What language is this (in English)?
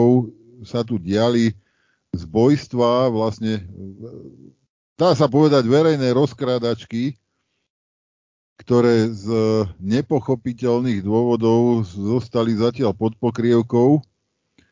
Slovak